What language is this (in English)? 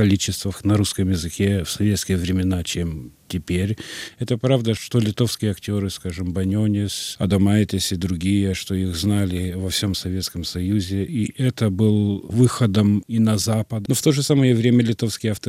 Russian